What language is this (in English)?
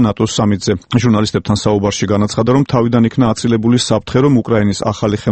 Georgian